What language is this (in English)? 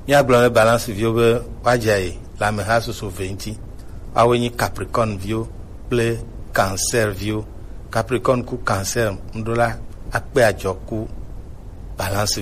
Gen